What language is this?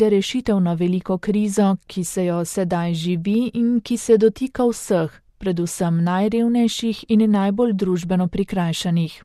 Slovenian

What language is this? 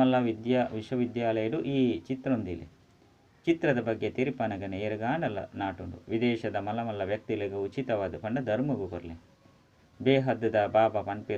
Tulu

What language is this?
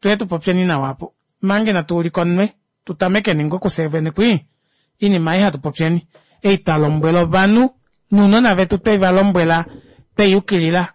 Kuanyama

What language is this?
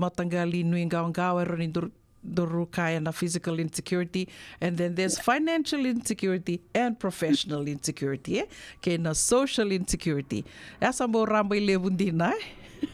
Fijian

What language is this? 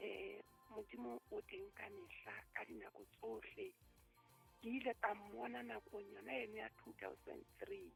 Southern Sotho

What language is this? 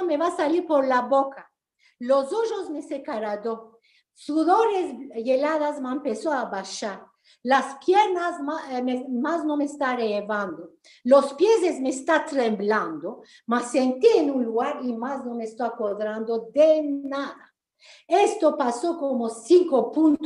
Ladino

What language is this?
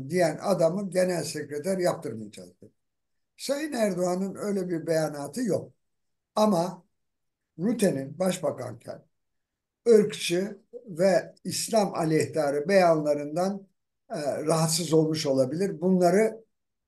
Turkish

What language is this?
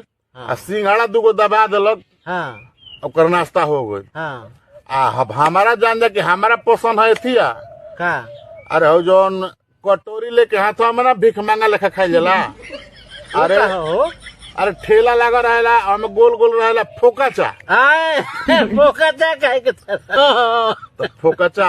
Bhojpuri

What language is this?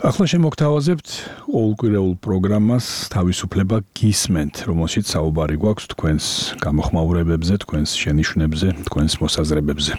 Georgian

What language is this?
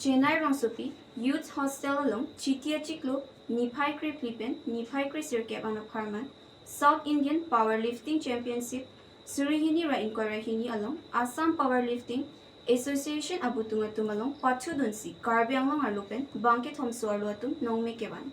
Karbi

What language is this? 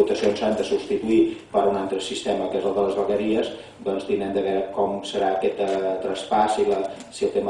Catalan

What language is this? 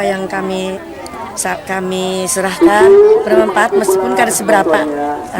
Banjar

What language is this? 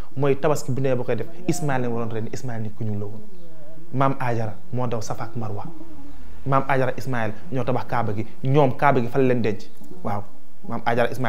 Wolof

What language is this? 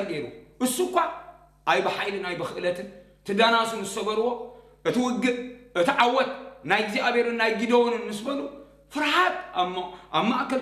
Tigrinya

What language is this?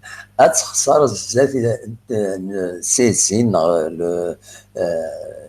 Kabyle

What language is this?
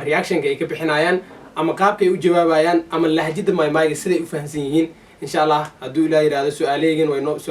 Somali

